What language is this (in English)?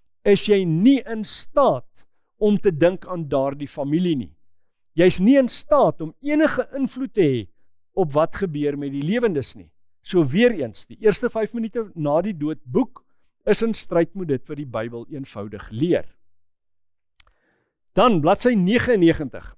Afrikaans